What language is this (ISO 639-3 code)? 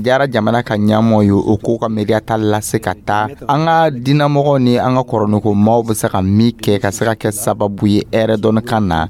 dyu